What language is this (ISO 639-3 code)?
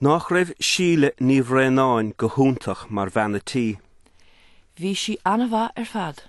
gle